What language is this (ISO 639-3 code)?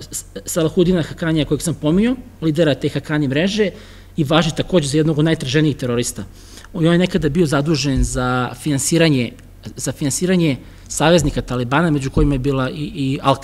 srp